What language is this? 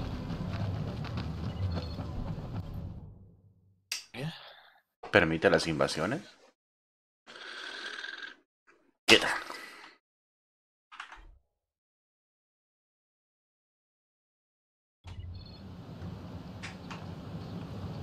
Spanish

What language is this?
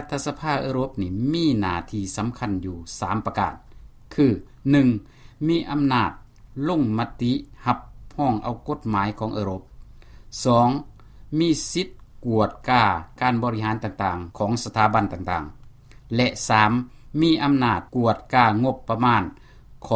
Lao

